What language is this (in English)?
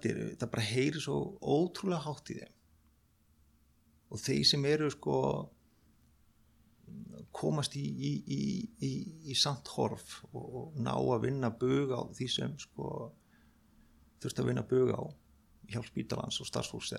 Icelandic